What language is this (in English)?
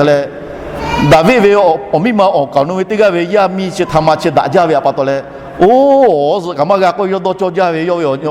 Lahu